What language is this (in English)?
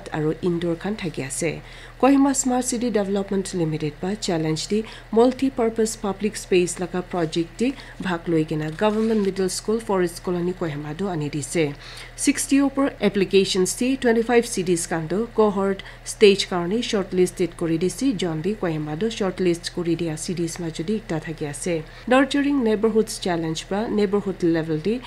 Naga Pidgin